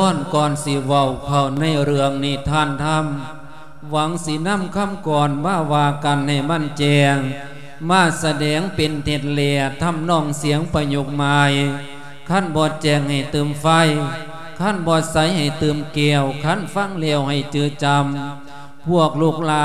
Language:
Lao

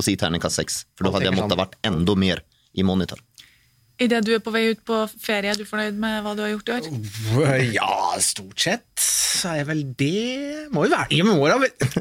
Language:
Norwegian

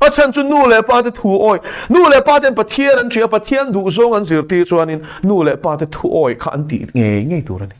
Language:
Mizo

